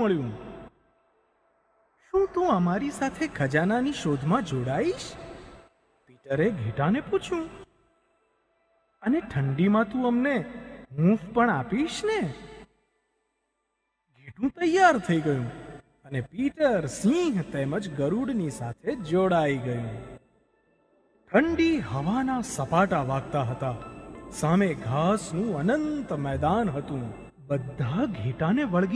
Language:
Gujarati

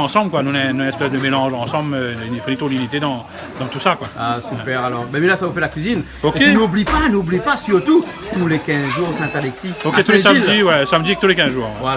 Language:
Réunion Creole French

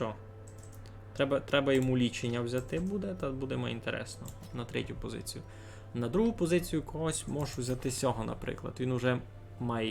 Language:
Rusyn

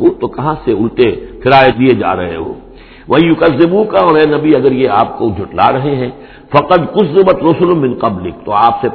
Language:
Urdu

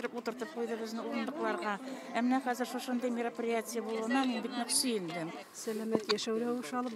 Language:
Tatar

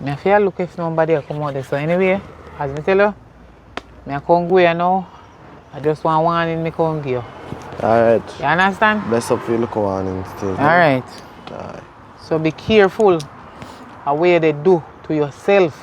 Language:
Jamaican Creole English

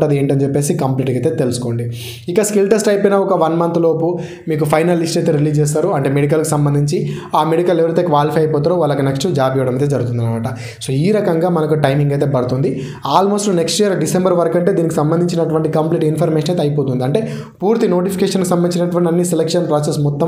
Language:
Telugu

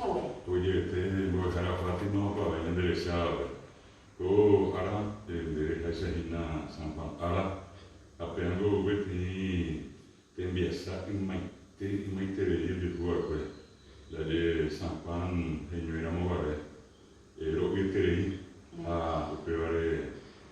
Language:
Guarani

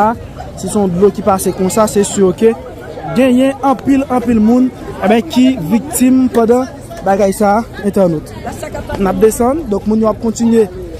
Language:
Haitian Creole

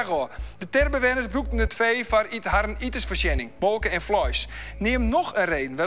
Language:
Western Frisian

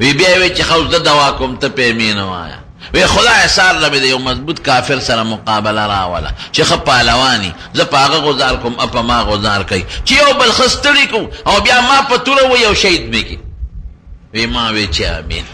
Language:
Pashto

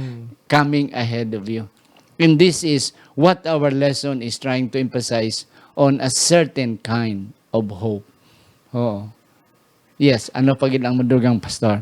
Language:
Hiligaynon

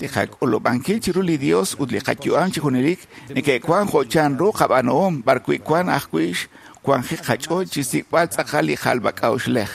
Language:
Kekchí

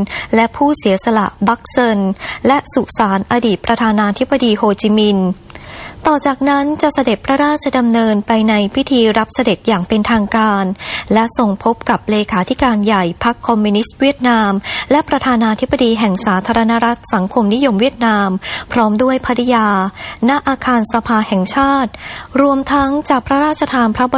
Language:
Thai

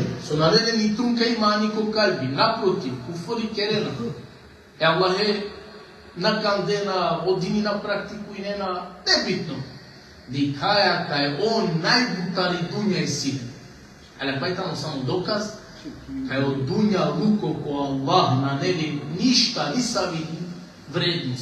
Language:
Balkan Romani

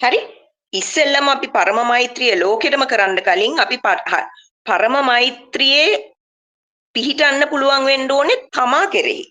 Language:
Sinhala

